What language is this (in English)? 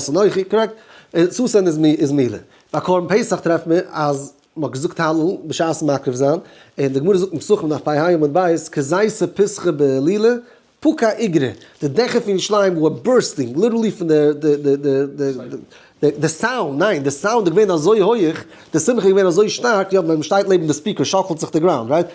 Yiddish